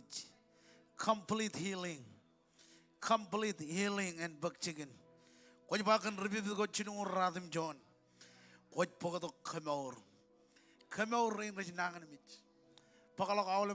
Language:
Marshallese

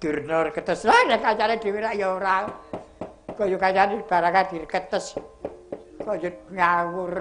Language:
Javanese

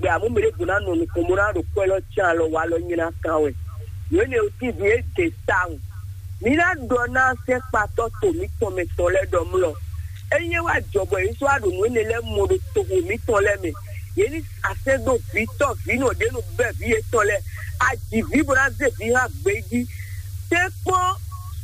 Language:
Fon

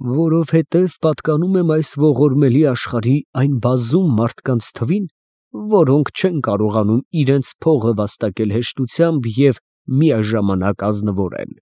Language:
Armenian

